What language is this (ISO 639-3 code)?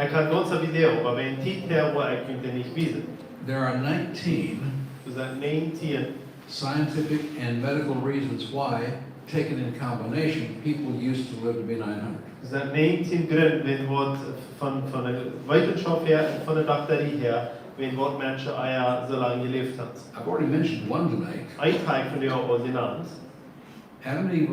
pdt